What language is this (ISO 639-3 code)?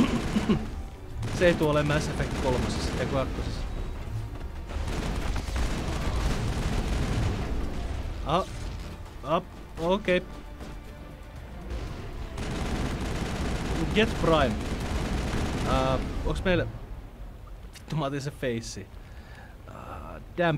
fin